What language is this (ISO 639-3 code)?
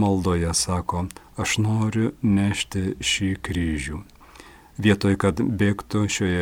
lit